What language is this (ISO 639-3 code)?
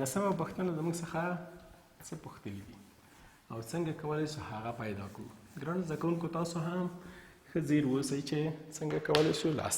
pus